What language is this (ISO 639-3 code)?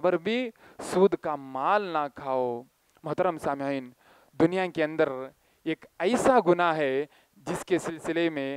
urd